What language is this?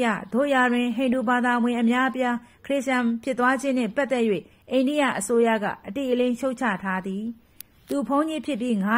Burmese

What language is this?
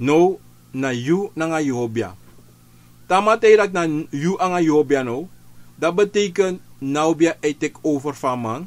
Sranan Tongo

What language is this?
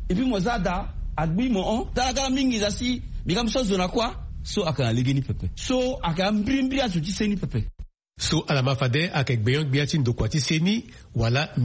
Sango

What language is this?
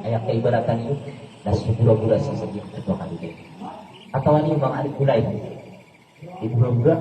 Maranao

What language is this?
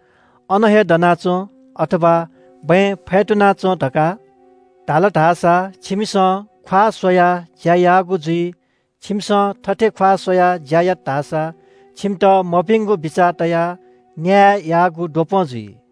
Newari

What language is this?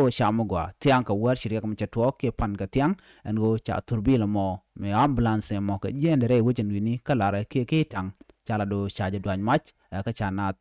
Nuer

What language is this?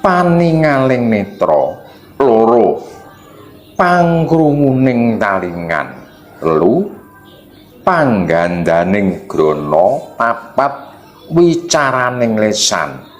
Javanese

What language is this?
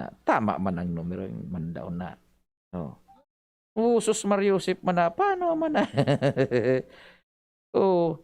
Bikol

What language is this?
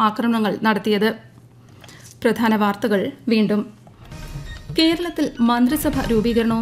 Malayalam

